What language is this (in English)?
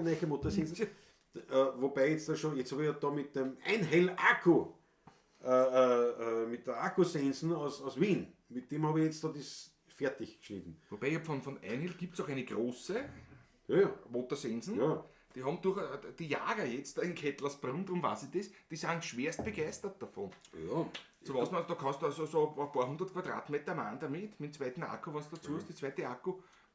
Bavarian